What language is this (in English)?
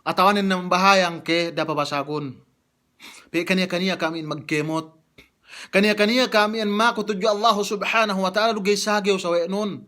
Yakan